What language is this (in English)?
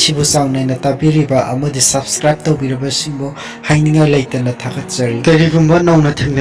Manipuri